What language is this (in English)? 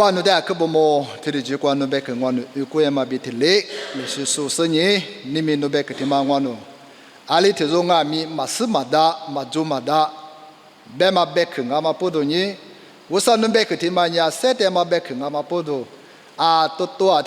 Lisu